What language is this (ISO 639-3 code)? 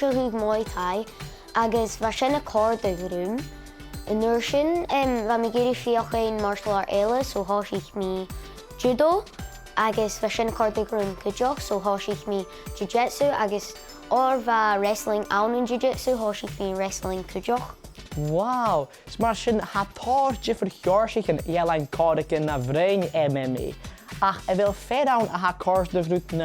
gla